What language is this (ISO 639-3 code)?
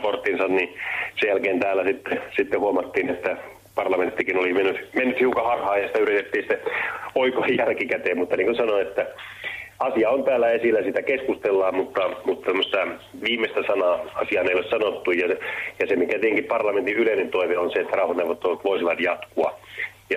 fin